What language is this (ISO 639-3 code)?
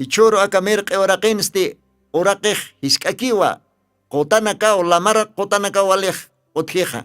aym